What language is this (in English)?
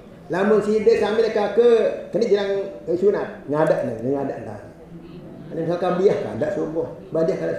Sasak